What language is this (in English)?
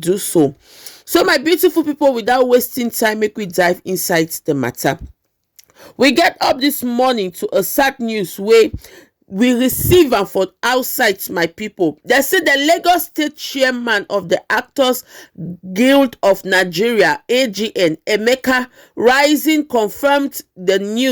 Nigerian Pidgin